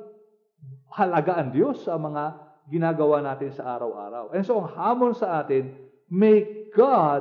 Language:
Filipino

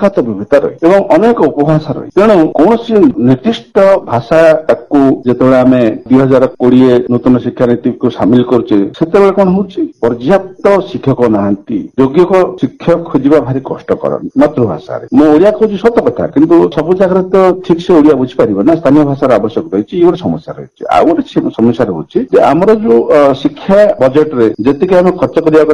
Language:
Odia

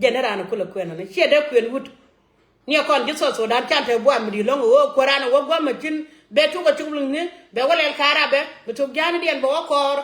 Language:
Nuer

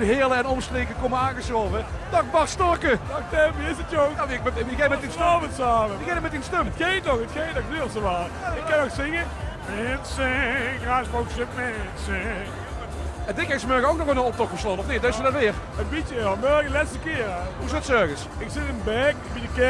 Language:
Limburgish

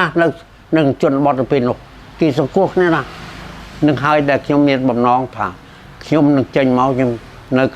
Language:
Khmer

